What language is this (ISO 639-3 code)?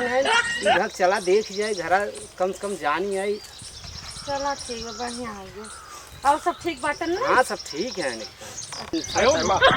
awa